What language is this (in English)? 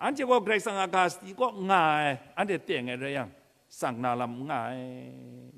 Kachin